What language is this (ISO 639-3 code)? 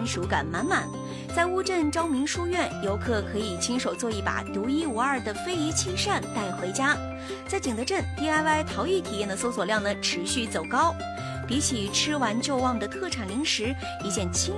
zho